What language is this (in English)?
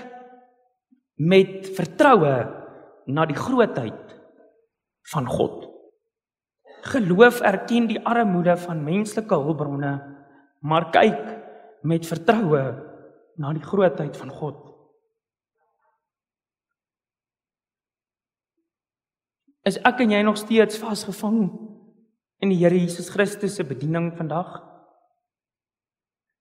Afrikaans